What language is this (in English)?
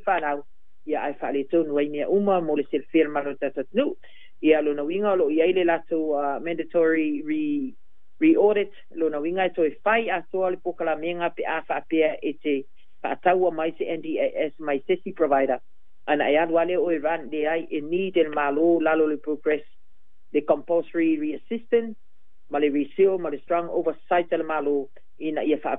Samoan